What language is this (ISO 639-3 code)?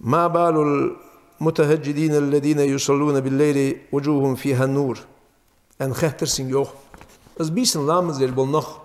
inh